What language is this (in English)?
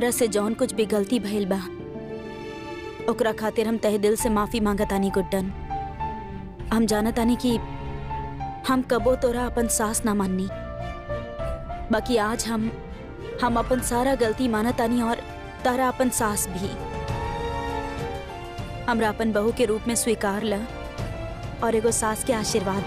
Bhojpuri